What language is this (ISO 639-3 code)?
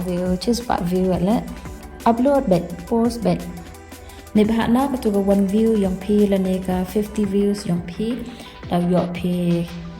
kha